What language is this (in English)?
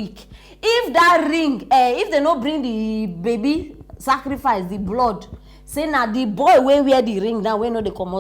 Nigerian Pidgin